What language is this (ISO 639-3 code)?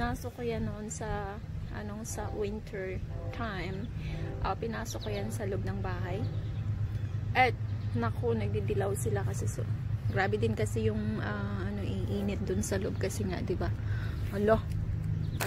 fil